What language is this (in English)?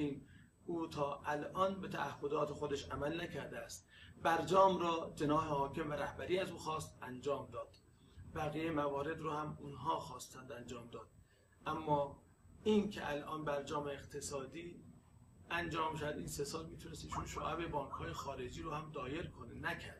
Persian